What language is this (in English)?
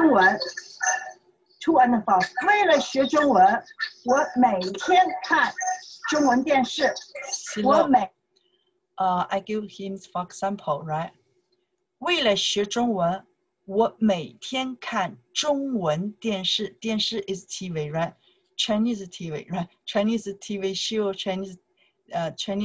English